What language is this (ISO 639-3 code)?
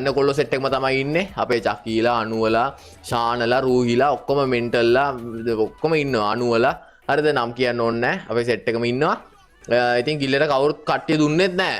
sin